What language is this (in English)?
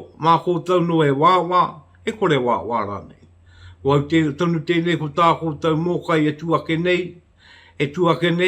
Māori